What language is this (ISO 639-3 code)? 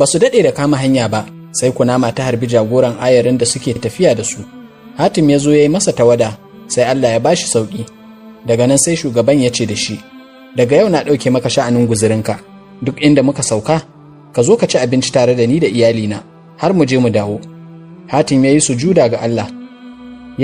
hau